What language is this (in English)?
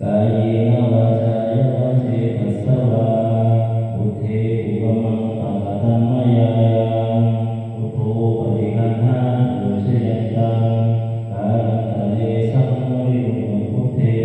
Pali